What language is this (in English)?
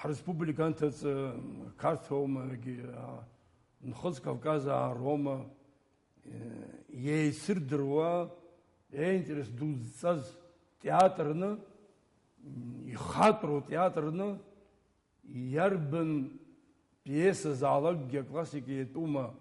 Abkhazian